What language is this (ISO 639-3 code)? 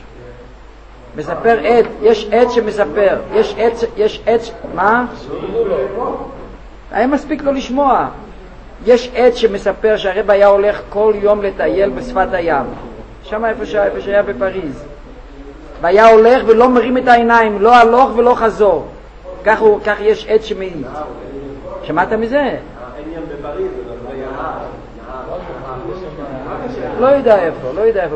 heb